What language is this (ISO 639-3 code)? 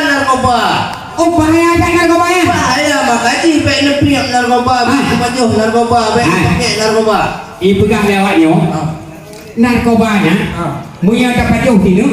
ace